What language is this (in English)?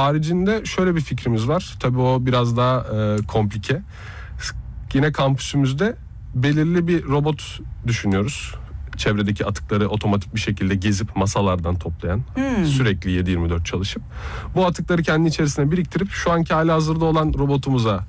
Turkish